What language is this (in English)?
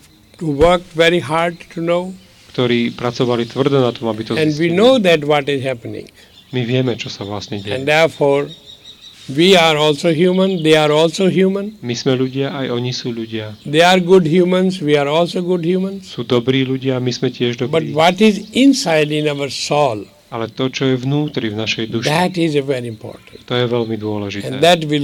Slovak